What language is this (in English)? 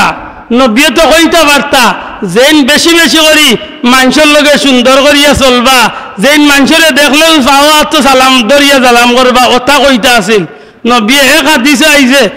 Sylheti